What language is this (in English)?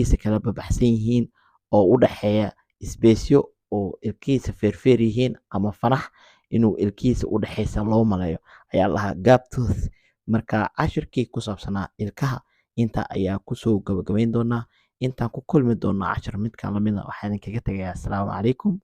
Somali